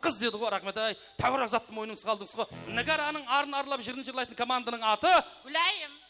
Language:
Kara-Kalpak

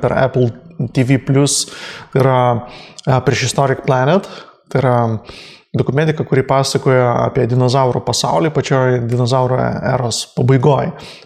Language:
Lithuanian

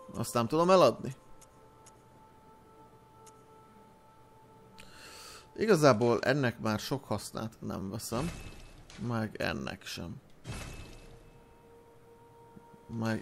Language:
Hungarian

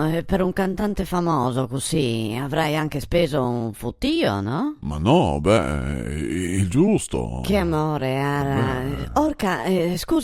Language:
Venetian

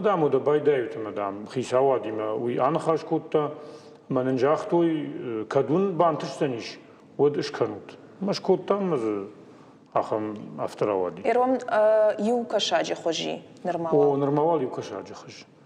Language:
Ossetic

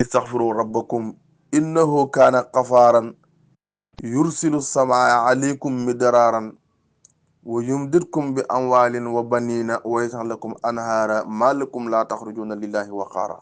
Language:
Wolof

